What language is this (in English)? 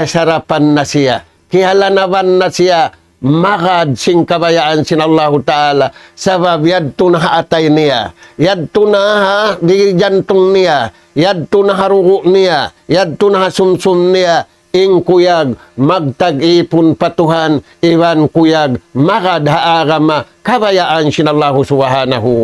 Tausug